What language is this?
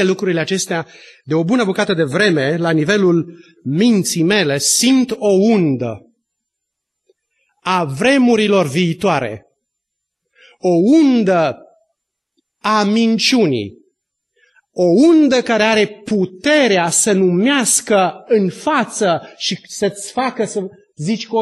Romanian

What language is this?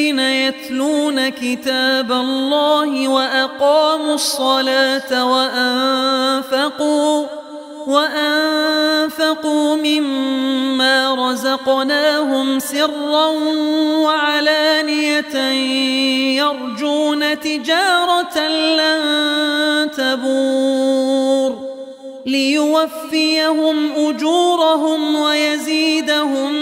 Arabic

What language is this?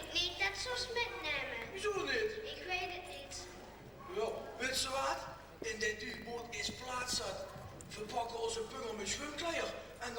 Limburgish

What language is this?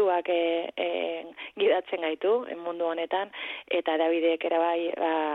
Basque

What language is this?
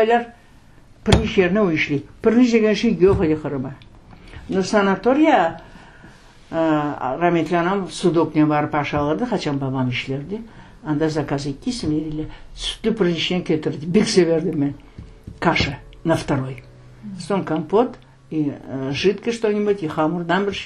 Crimean Tatar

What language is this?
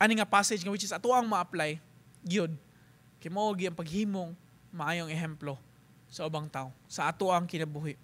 Cebuano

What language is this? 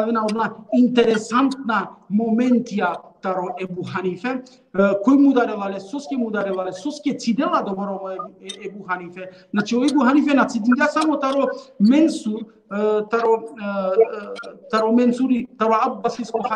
Balkan Romani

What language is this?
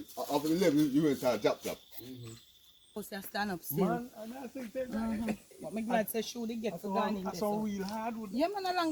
Jamaican Creole English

